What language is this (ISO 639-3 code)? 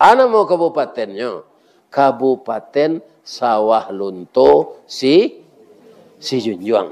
min